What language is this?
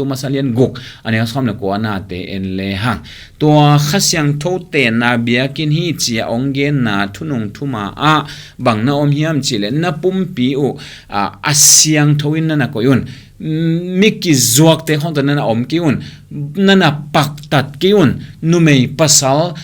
Tedim Chin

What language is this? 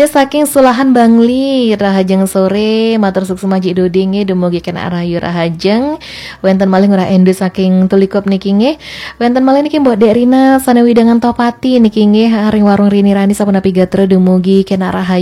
Balinese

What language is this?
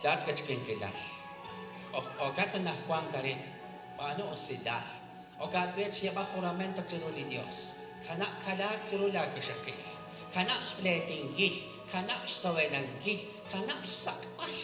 Kekchí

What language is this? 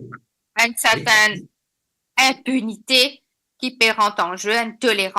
Morisyen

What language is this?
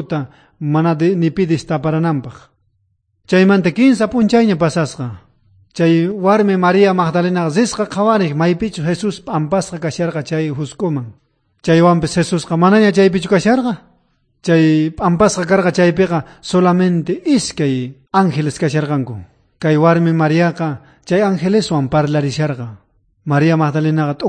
South Bolivian Quechua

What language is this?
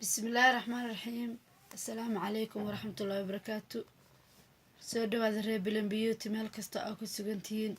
Somali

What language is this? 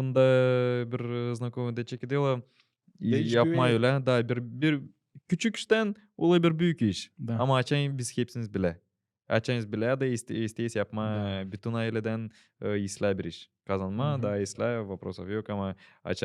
Gagauz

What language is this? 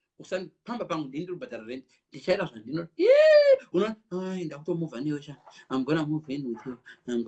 Shona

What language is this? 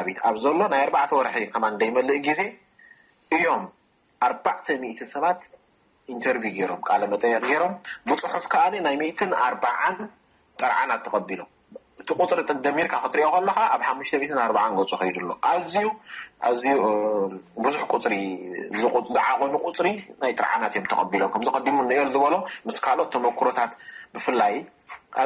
Tigrinya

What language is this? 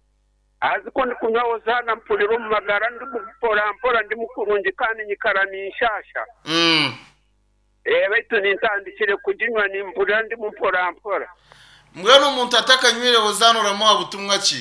Nyankole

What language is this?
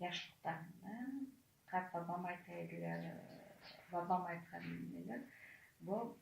Crimean Tatar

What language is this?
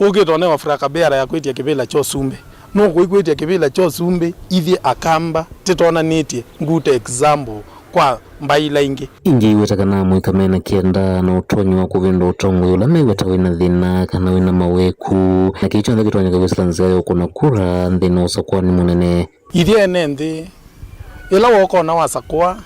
Kamba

